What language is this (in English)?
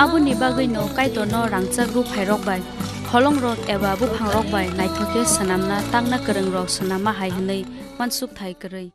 Kok Borok